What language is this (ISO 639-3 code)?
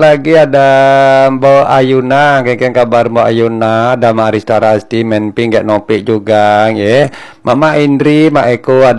ban